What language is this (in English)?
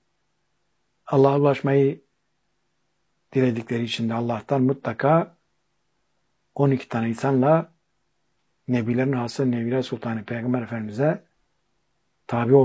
Turkish